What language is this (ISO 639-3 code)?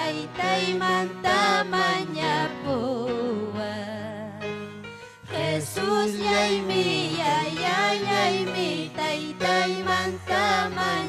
quy